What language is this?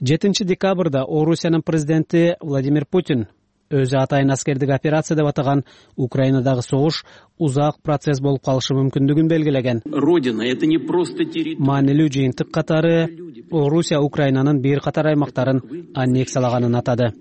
Kyrgyz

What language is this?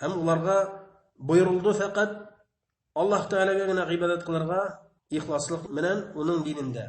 Bashkir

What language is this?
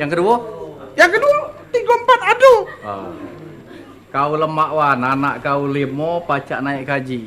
Musi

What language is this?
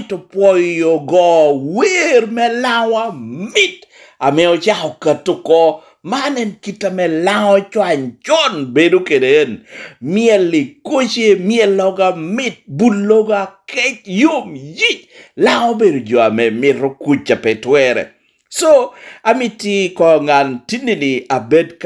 Lango (Uganda)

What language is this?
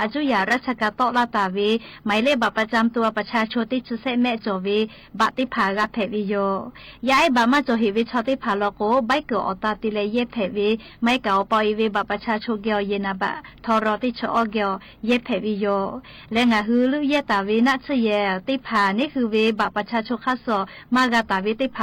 Lahu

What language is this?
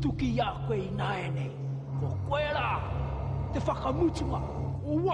Māori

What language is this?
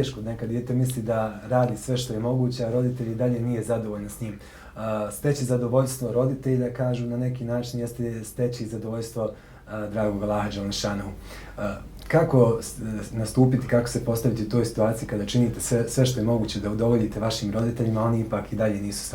Bosnian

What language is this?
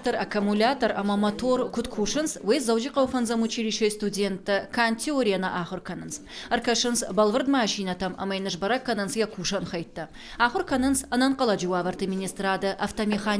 Ossetic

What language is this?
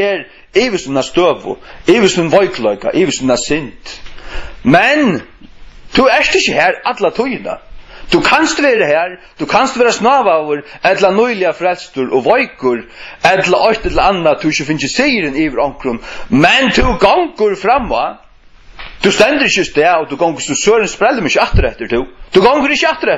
Faroese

